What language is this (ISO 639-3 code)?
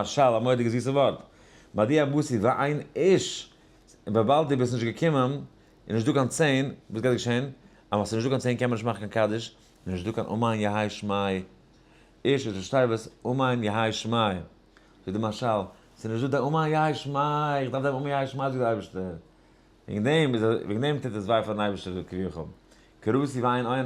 yid